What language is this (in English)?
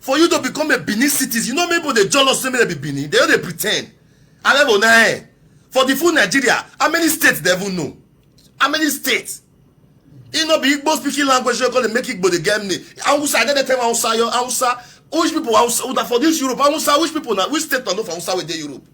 Nigerian Pidgin